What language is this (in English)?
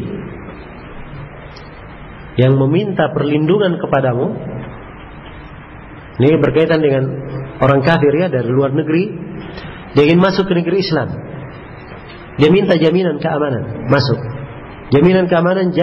Indonesian